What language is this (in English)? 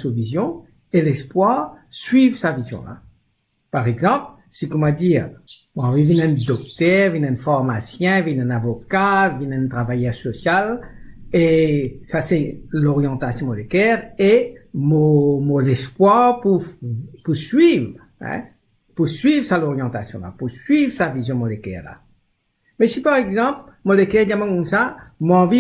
Morisyen